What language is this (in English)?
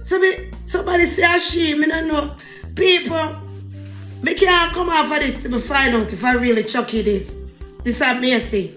Jamaican Creole English